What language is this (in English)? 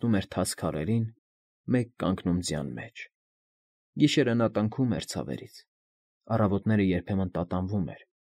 Armenian